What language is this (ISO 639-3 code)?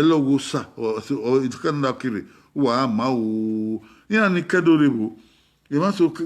bin